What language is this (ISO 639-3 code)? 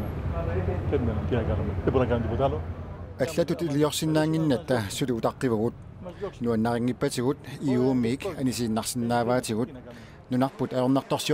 kal